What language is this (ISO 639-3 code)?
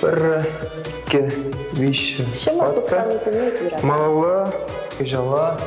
chv